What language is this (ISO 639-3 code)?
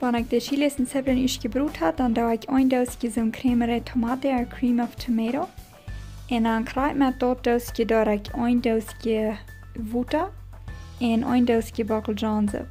pdt